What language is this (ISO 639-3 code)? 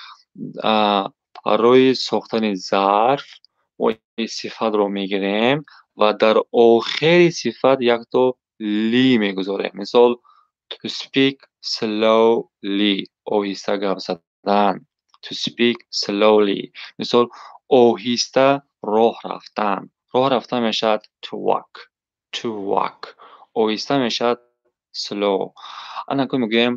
tgk